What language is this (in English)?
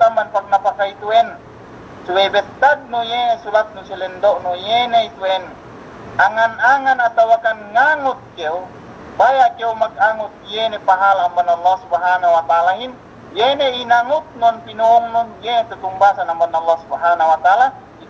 Yakan